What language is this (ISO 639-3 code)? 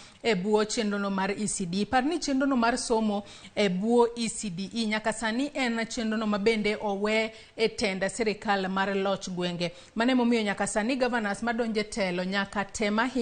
luo